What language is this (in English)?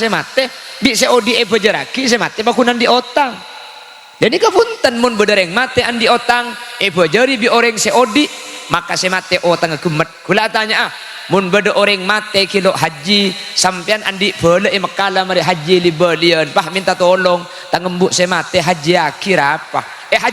Madurese